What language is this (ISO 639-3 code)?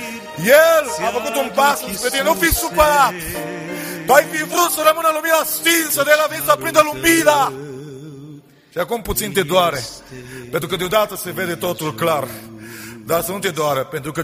ron